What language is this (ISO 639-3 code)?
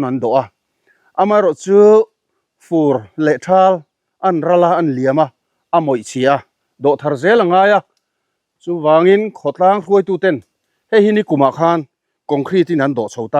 lus